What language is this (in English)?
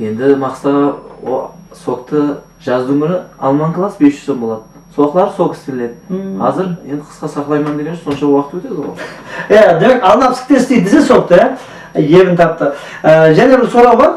Kara-Kalpak